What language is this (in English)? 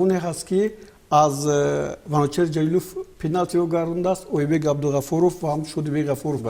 Tajik